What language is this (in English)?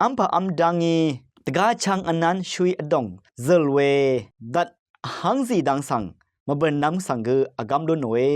Rawang